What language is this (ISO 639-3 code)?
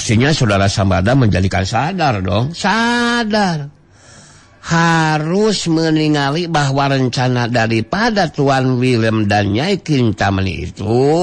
sun